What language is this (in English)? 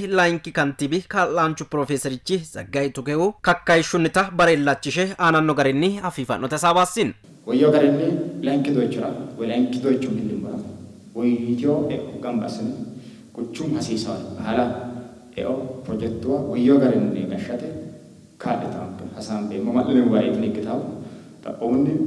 Sidamo